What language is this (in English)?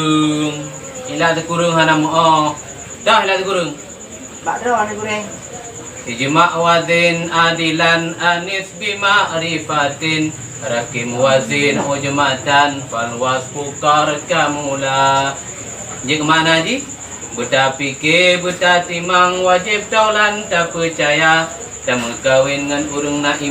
Achinese